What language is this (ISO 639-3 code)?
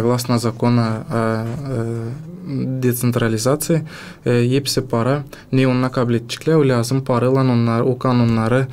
gag